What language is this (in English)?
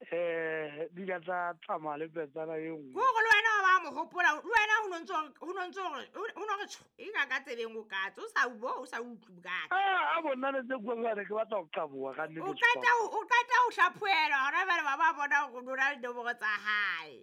Southern Sotho